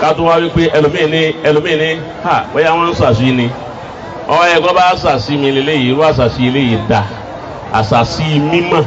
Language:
Yoruba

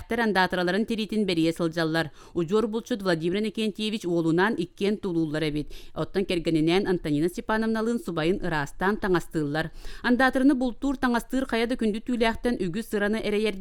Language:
Yakut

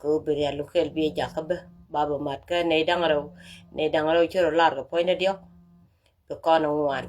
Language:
Nuer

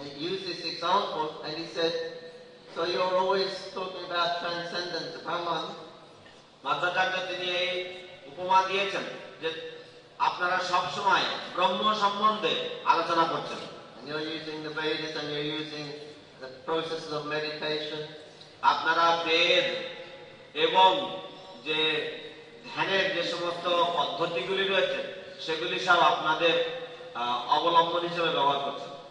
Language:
Bangla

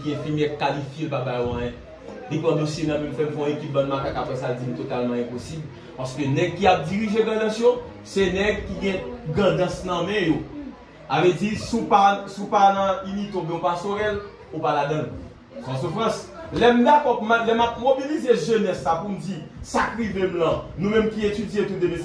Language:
Haitian Creole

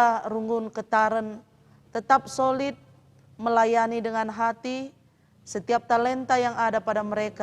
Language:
Batak Karo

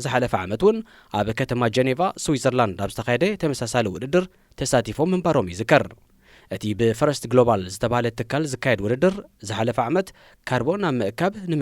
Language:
Tigrinya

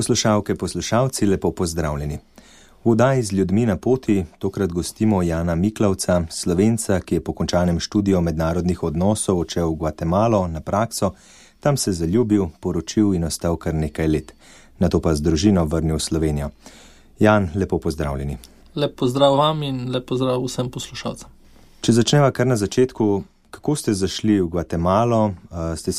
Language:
Slovenian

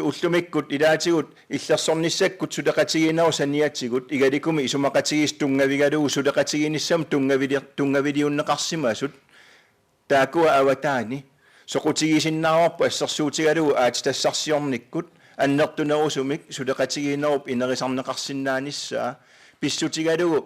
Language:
Kalaallisut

